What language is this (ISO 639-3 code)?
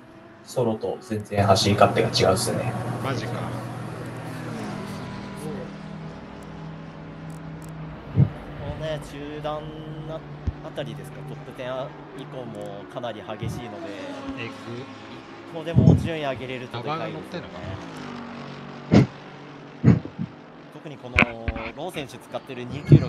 jpn